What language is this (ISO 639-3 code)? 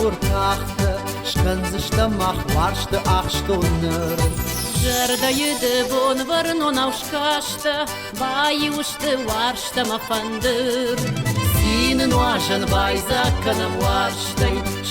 oss